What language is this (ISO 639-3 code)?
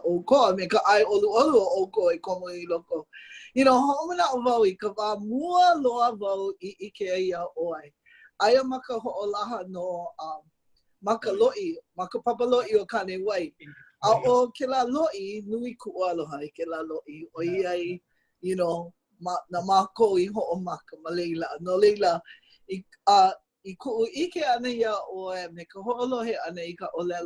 haw